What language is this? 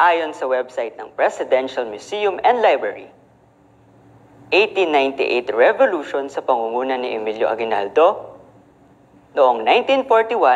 Filipino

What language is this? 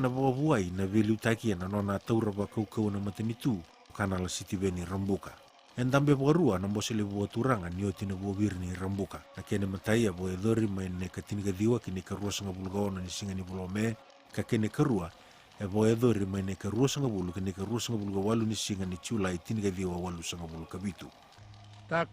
Fijian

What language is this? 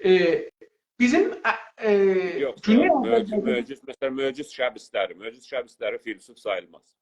South Azerbaijani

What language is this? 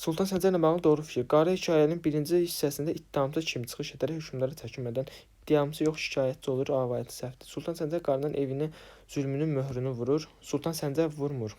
Azerbaijani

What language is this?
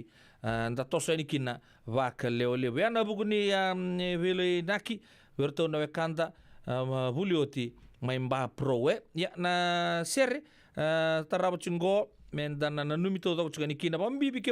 Fijian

